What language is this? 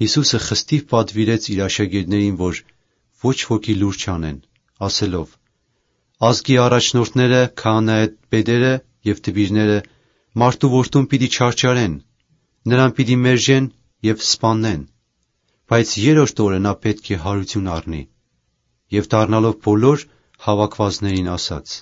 Armenian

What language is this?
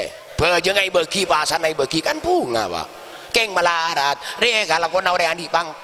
Madurese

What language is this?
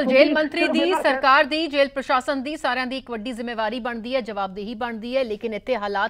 Punjabi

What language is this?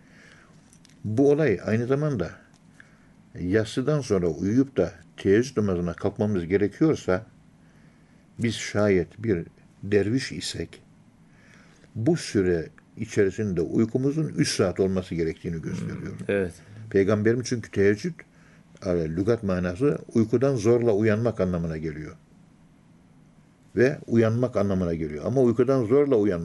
Turkish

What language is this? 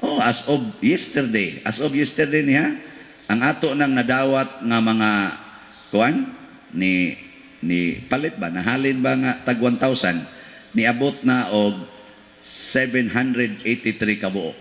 Cebuano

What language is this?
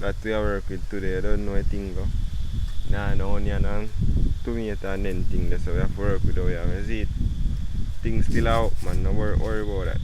Jamaican Creole English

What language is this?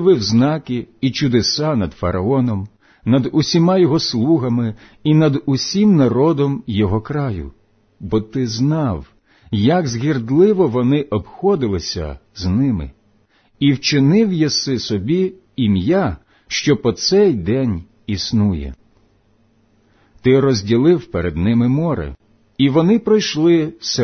Ukrainian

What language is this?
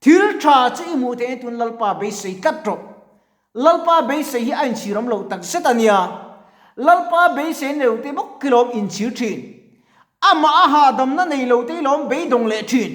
Mizo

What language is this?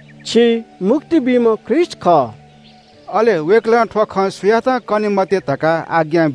Newari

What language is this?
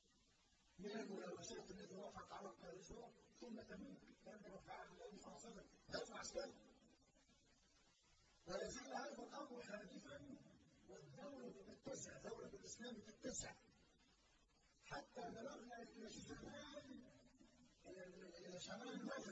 Arabic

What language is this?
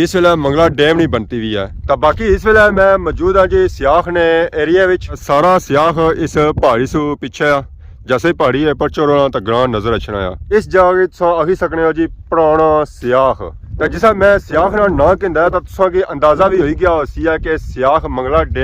Pahari-Potwari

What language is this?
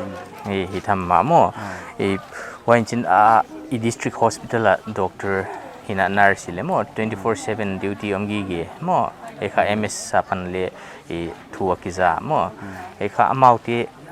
Paite Chin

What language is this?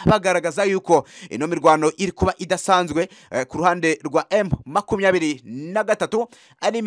Kinyarwanda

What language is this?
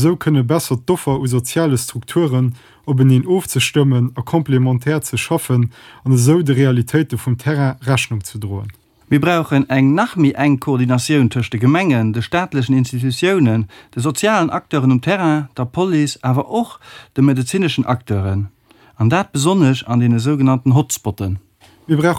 Luxembourgish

